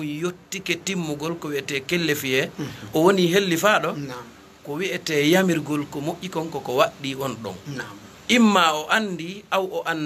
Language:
Fula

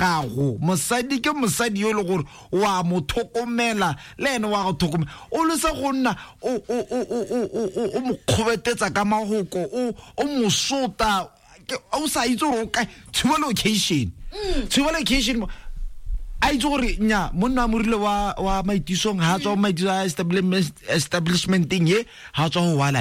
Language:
Tswana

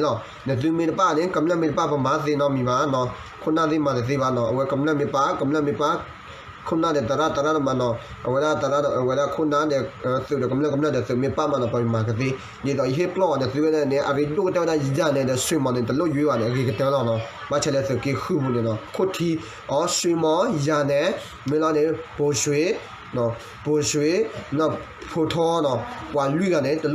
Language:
S'gaw Karen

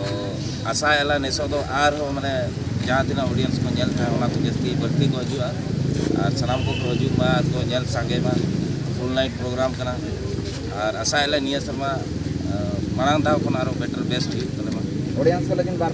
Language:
Santali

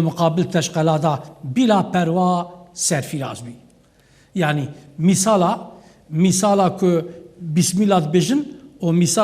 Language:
Kurdish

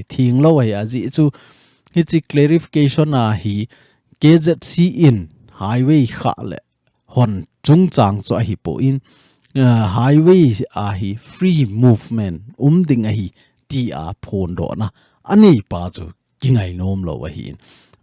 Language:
Thado Chin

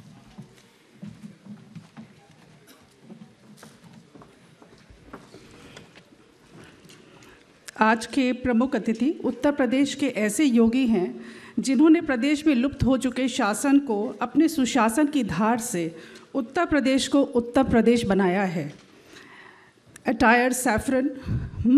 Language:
Hindi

